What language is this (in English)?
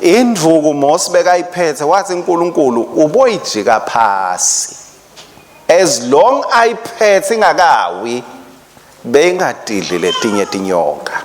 Swati